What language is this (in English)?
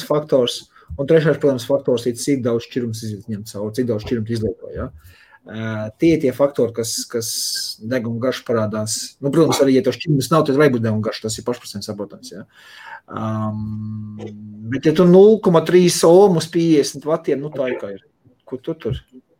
Latvian